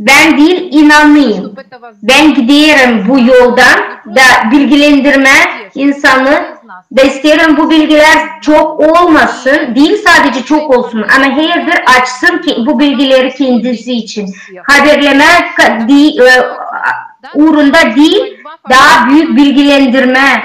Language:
Gagauz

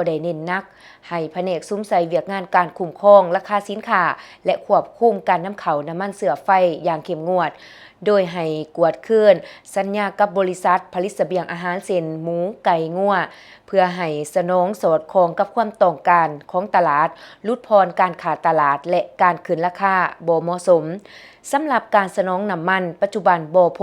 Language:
Lao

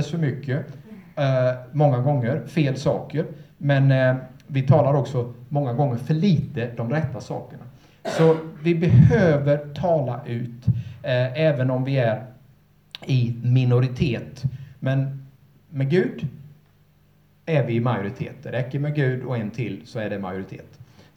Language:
Swedish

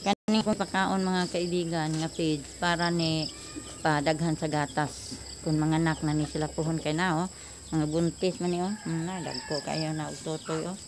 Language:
Cebuano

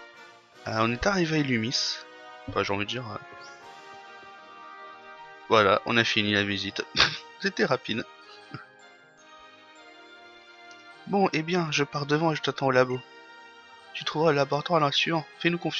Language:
French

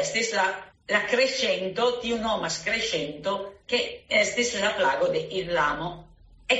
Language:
Esperanto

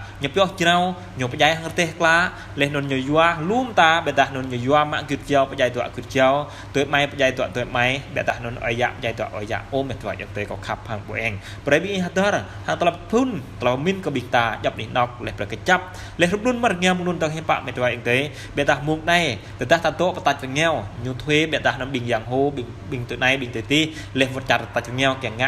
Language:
Jarai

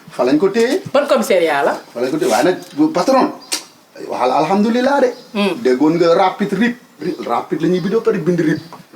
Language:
Wolof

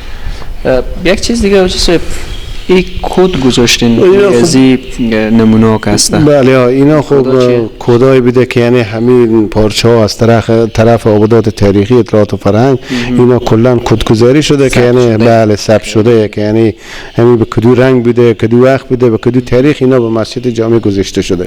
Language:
Persian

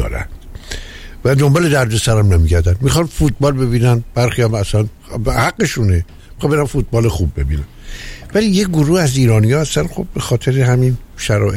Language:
Persian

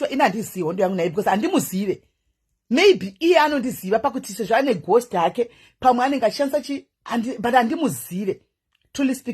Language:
Shona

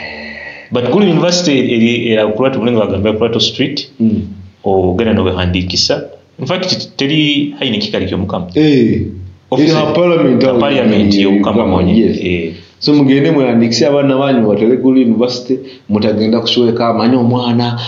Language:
Nyoro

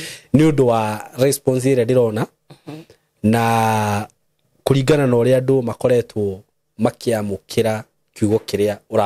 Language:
Kikuyu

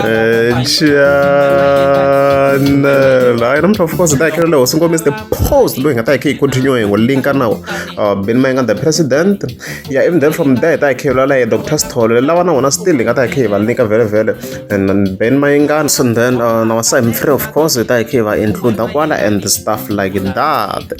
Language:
Tsonga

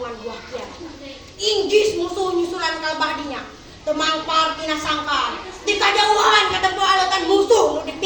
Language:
Sundanese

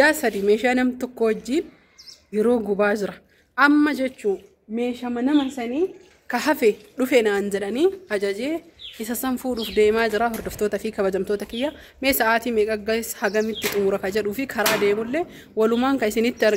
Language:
Oromo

